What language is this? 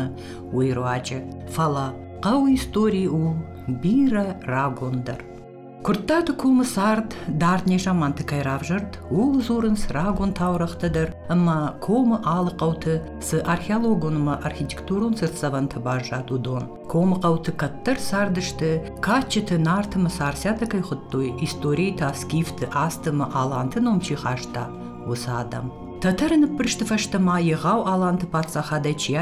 Ossetic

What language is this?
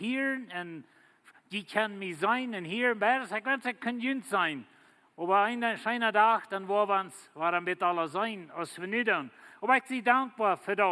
Plautdietsch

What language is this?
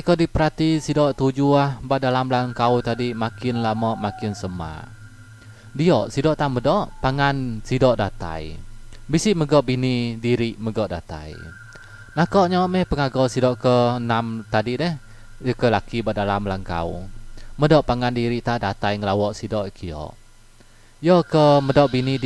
Iban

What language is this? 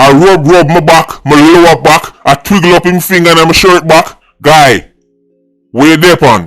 Jamaican Creole English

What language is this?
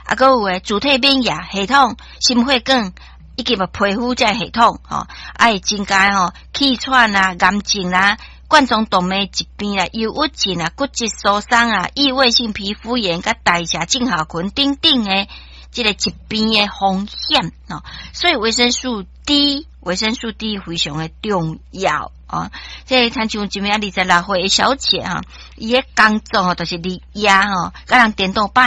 Min Nan Chinese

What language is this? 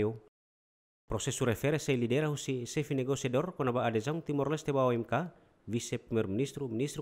Tetum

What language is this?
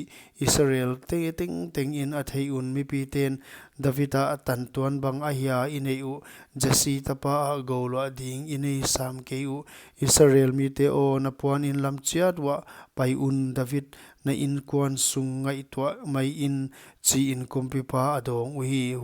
Paite Chin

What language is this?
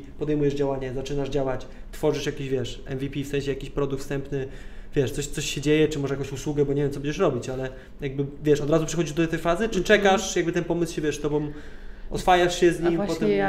Polish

